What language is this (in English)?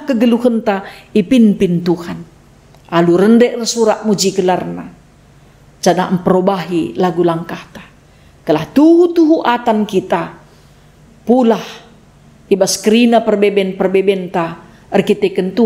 Batak Karo